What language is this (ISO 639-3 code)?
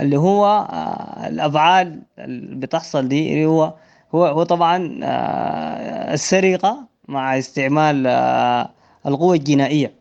apd